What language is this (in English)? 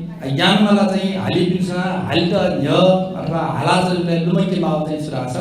Newari